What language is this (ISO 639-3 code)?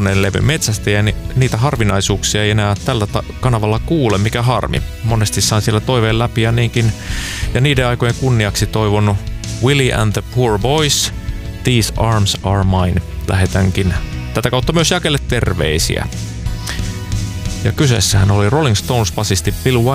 fin